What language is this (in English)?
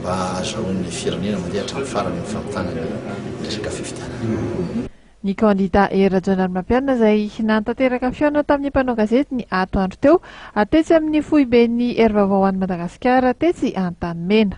Malagasy